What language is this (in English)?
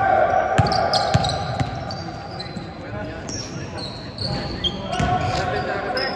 Filipino